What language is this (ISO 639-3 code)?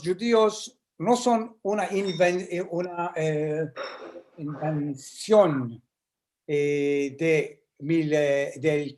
lad